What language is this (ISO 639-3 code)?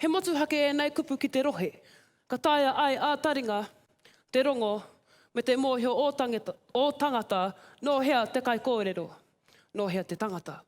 mri